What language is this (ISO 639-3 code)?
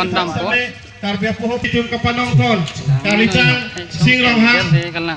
mjw